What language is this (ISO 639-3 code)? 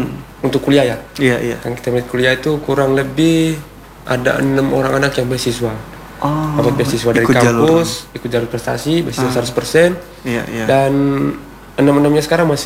ind